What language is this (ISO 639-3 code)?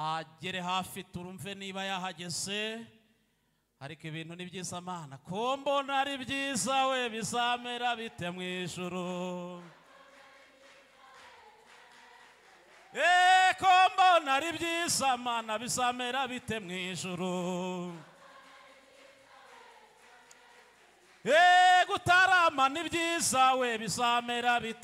kin